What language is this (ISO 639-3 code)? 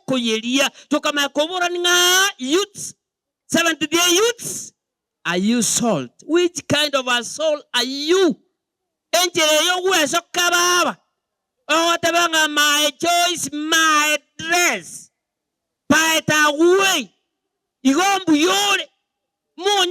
guz